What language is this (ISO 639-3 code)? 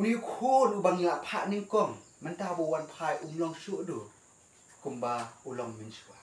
kha